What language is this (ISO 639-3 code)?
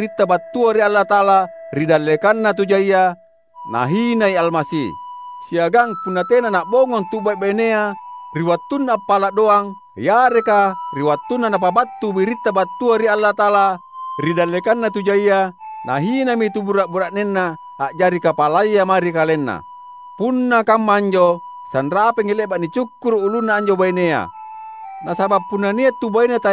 mak